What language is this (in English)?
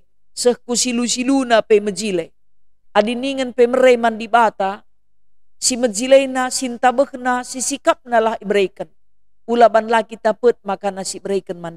Batak Karo